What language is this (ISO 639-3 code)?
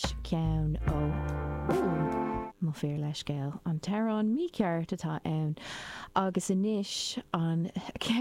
gle